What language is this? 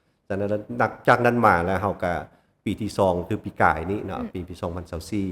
Lao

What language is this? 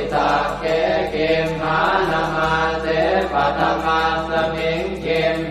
Pali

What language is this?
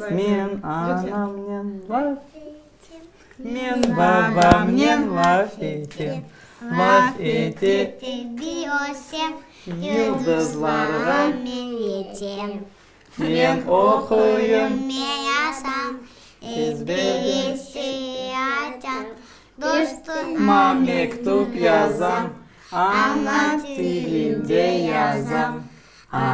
Crimean Tatar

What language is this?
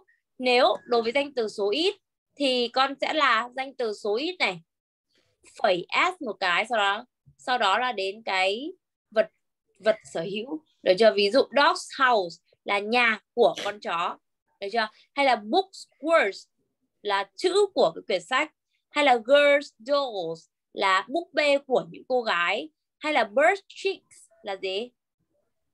Vietnamese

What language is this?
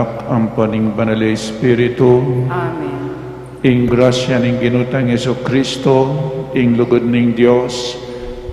Pampanga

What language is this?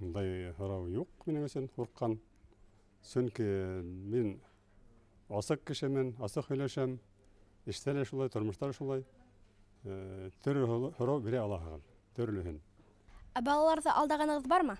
Bashkir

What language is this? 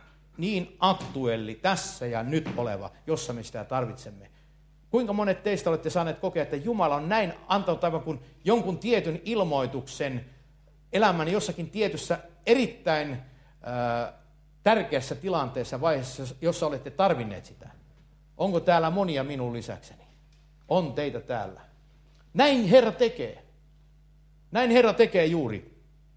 Finnish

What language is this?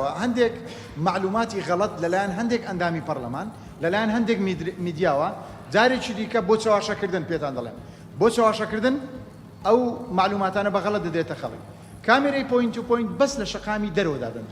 Central Kurdish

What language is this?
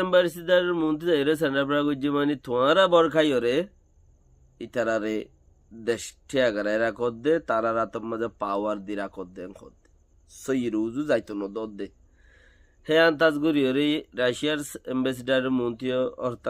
Rohingya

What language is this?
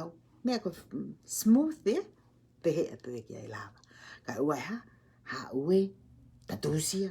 Tongan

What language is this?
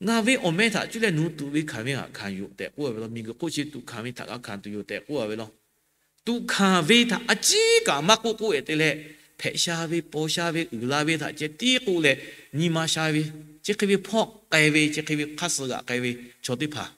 Lahu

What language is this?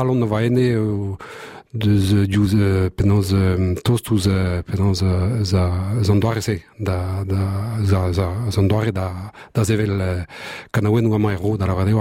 Breton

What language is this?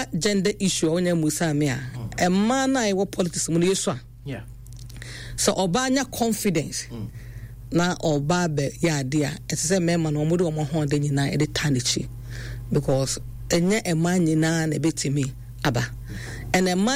Akan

